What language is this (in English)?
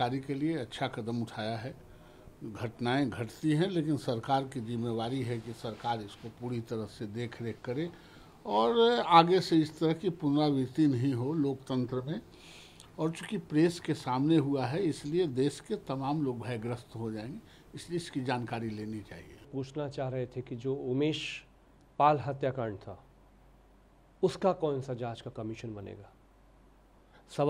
Hindi